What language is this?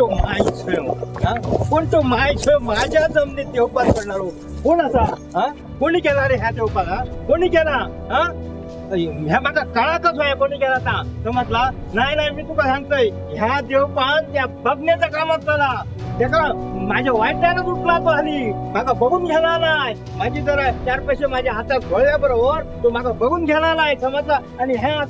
Konkani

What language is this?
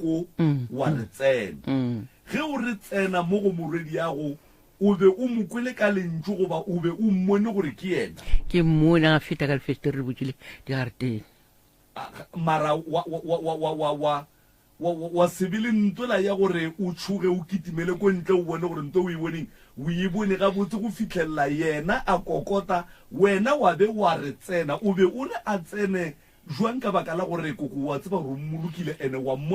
Northern Sotho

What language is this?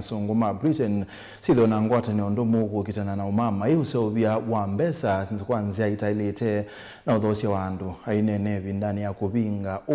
Kamba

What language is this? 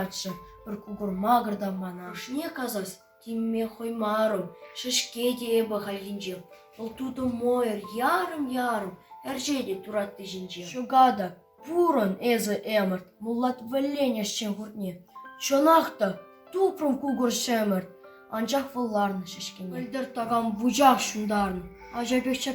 Chuvash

